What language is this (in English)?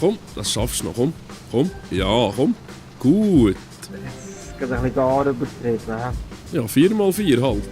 Swiss German